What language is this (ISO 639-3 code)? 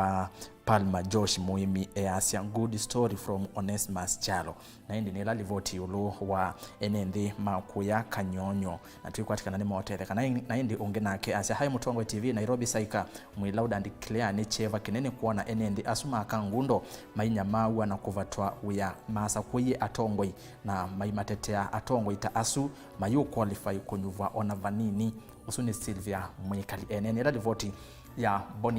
kam